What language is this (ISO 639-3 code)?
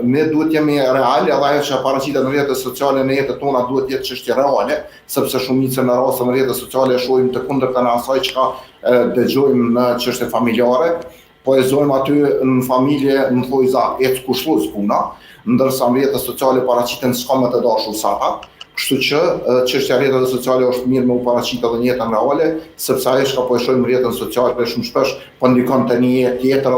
sqi